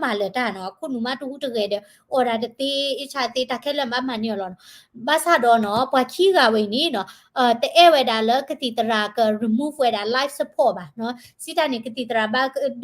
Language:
S'gaw Karen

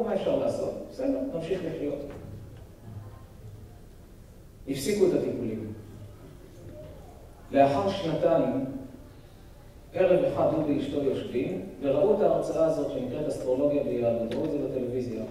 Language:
Hebrew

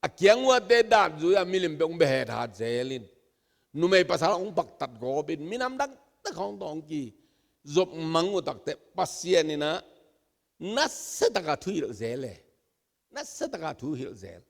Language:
Tedim Chin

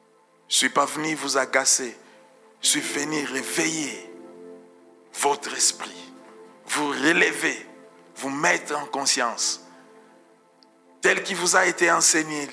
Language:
French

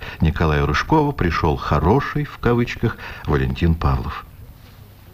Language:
Russian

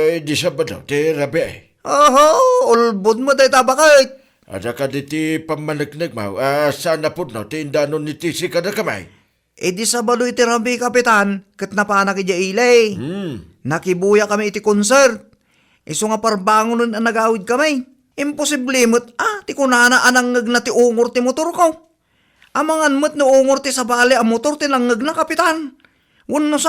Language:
Iloko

